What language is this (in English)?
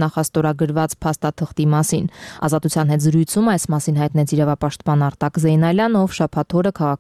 Armenian